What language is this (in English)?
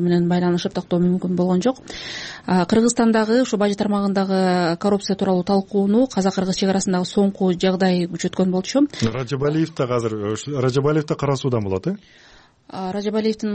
Kyrgyz